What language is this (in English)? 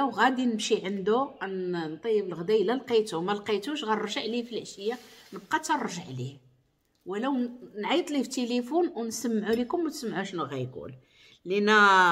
Moroccan Arabic